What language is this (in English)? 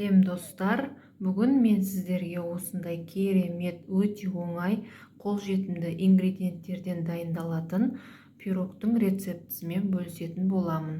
Kazakh